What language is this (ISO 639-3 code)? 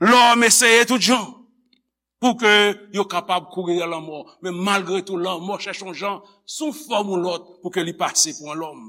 hat